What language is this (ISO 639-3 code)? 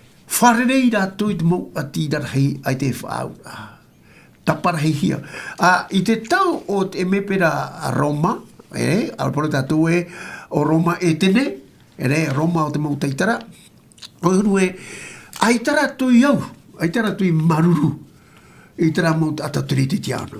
tah